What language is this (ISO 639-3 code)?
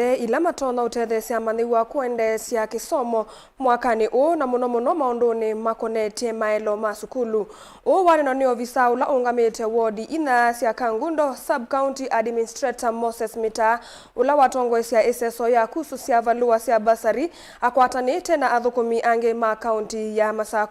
kam